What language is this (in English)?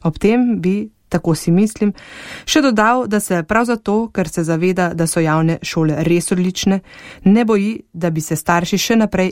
Slovenian